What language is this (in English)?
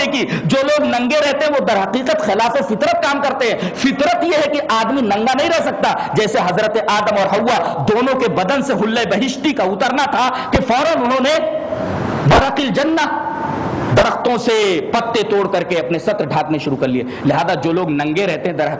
Urdu